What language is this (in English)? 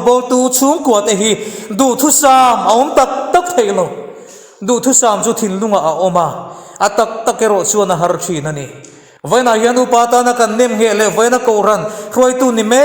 Mizo